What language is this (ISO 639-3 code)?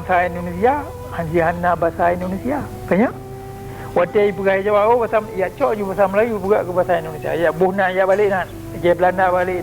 ace